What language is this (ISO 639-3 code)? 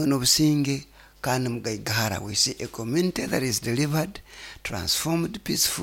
nyo